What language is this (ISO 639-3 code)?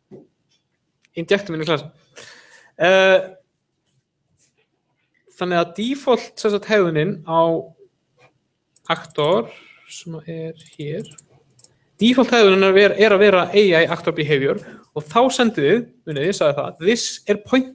isl